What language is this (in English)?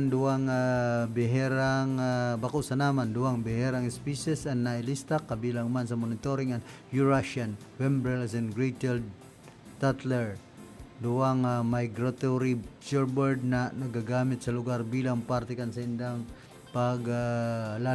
Bikol